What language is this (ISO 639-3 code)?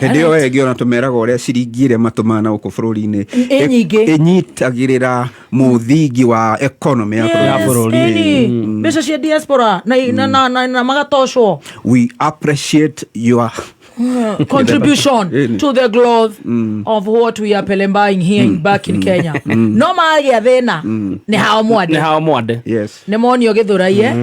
kik